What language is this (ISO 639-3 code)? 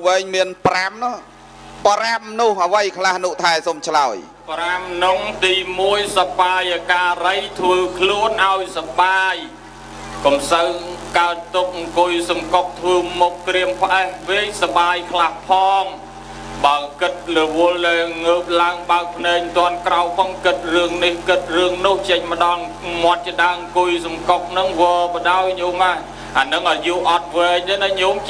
khm